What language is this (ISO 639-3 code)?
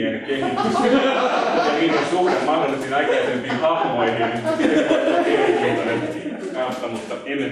fin